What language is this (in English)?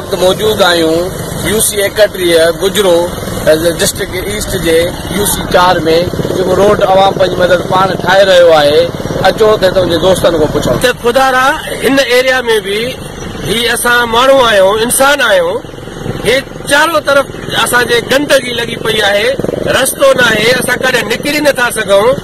Sindhi